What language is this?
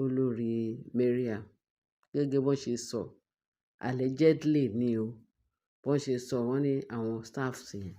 Yoruba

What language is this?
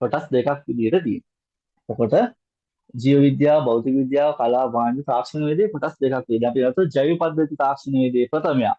Sinhala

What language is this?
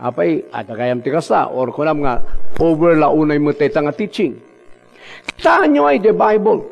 Iloko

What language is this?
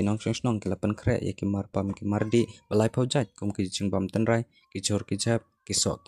Khasi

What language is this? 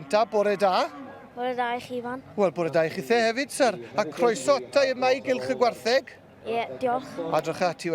Welsh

